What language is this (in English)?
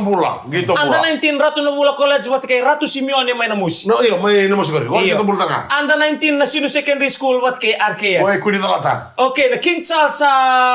Fijian